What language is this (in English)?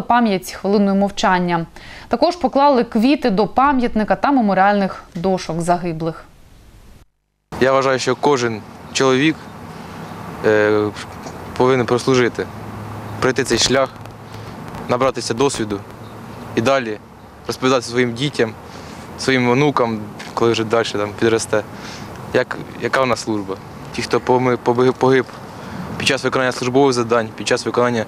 Ukrainian